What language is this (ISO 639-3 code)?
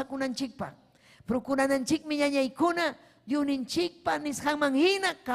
quy